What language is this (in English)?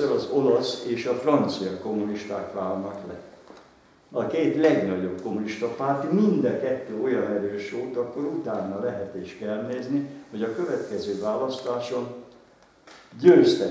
Hungarian